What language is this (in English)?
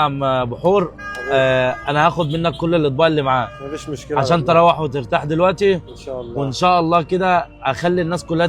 Egyptian Arabic